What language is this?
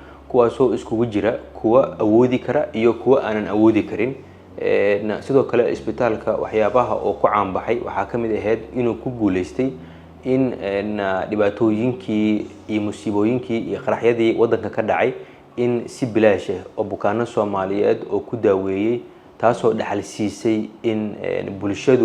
Somali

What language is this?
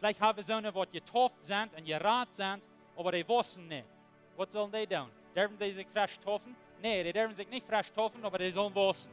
Plautdietsch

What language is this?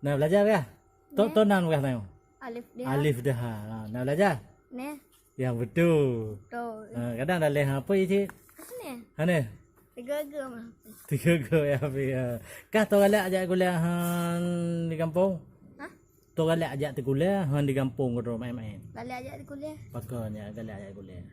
Achinese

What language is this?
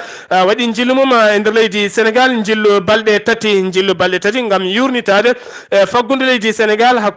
Fula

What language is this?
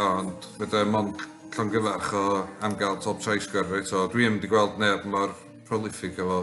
Welsh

